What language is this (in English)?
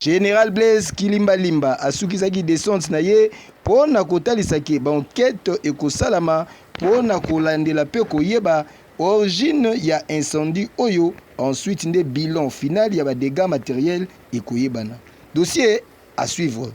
Lingala